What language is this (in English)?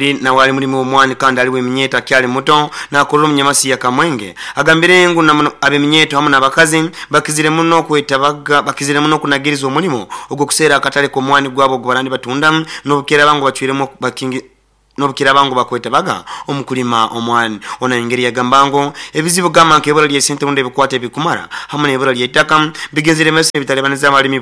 Nyoro